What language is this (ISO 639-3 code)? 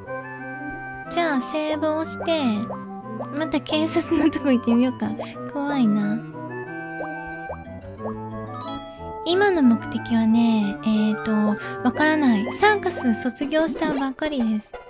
jpn